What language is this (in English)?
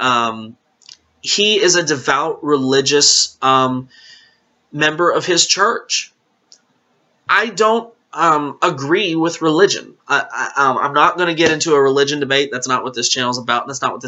English